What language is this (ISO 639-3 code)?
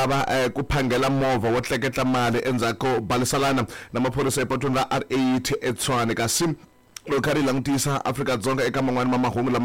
tso